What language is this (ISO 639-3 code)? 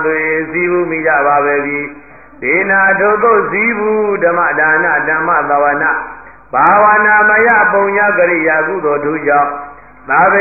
mya